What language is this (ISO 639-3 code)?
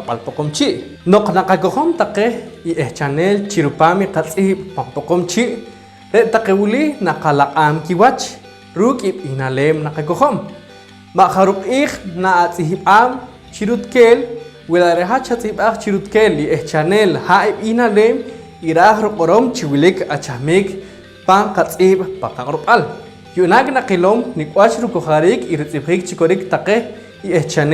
poh